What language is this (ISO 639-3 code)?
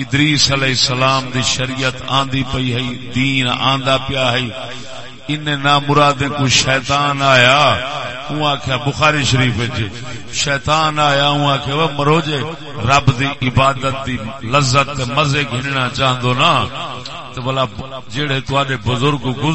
skr